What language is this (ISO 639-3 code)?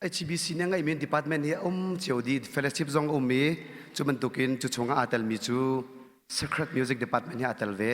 cnh